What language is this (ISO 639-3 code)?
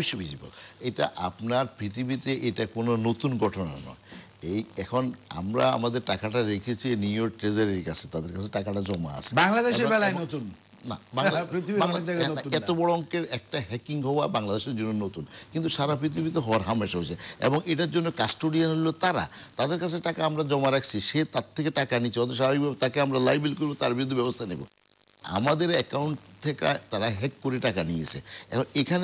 ben